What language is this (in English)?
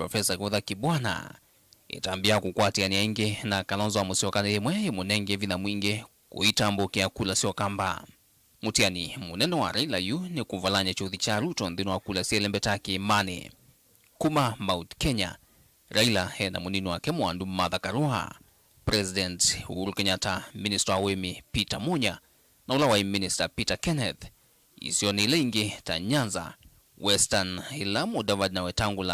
Kamba